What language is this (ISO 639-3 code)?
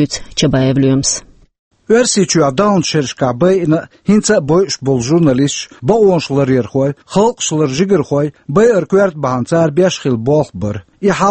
che